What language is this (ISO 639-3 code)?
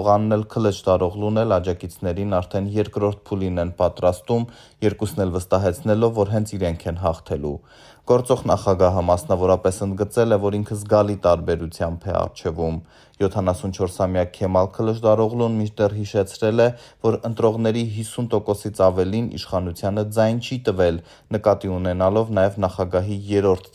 hye